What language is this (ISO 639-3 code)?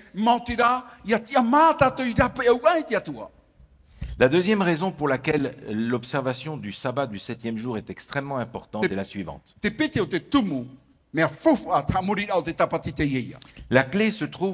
tah